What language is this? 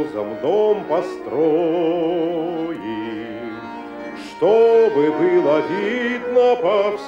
Russian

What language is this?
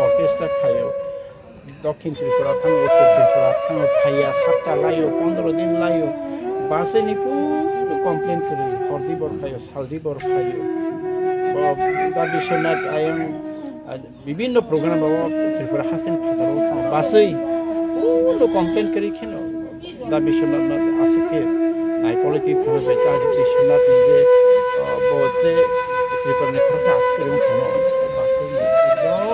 Kok Borok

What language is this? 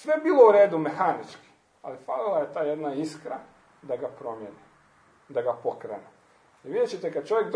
Croatian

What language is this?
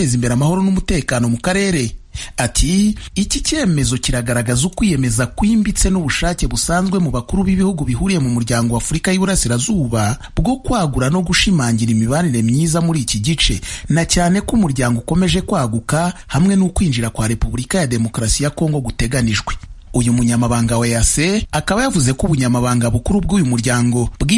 Kinyarwanda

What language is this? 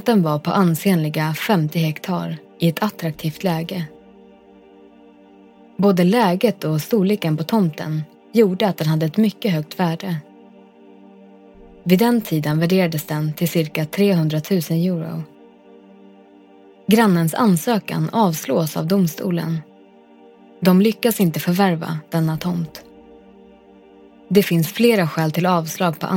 Swedish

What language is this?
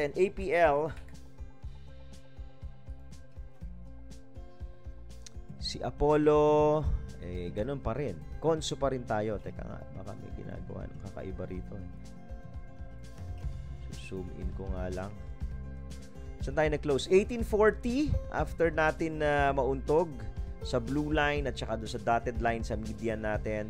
Filipino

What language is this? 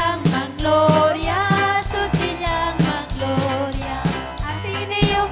Ayacucho Quechua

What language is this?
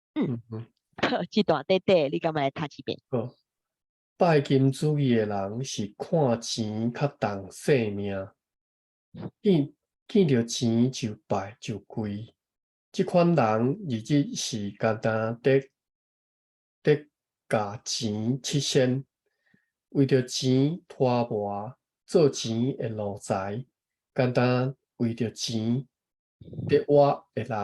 Min Nan Chinese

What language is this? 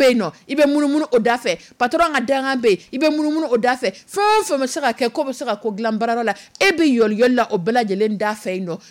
Dyula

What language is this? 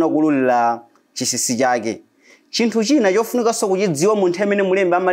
Nyanja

